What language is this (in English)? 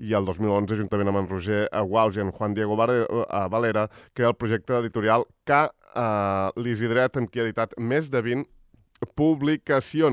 Catalan